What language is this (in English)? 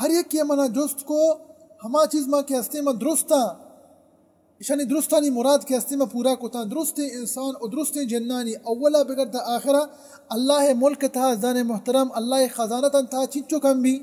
Baluchi